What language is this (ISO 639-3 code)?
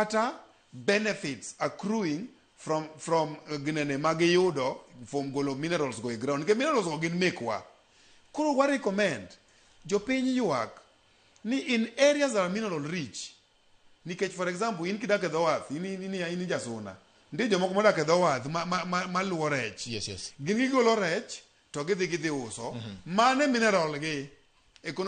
luo